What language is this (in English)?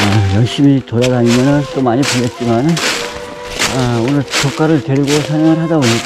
Korean